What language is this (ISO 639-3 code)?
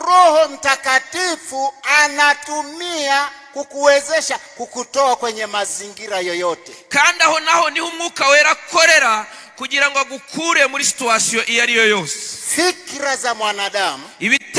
kin